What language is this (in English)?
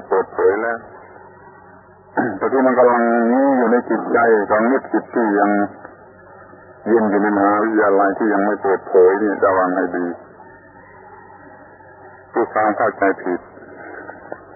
Thai